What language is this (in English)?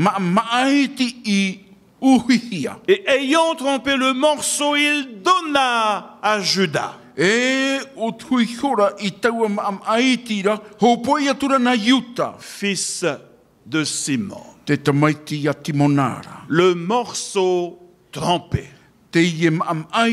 Tahitian